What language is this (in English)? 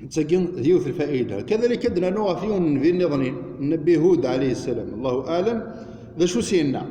Kabyle